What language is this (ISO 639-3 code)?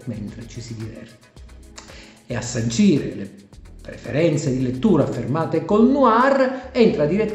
ita